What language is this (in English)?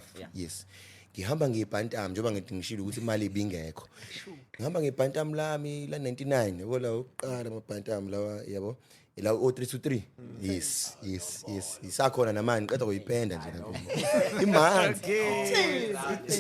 Zulu